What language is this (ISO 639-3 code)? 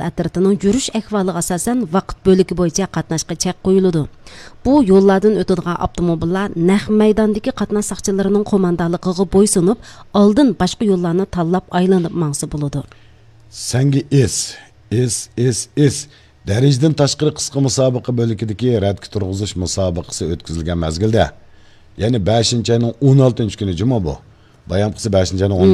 uig